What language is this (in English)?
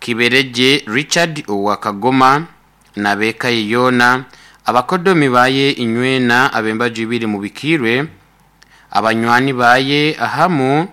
Nyoro